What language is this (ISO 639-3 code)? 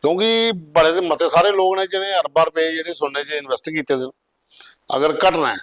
doi